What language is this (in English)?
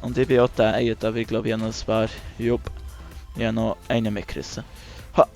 Swiss German